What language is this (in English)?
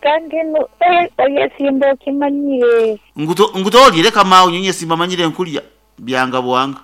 Nyankole